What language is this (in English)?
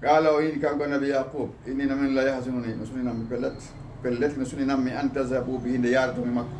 Fula